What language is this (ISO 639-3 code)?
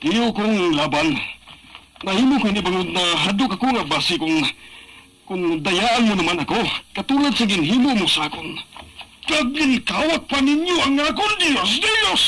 hil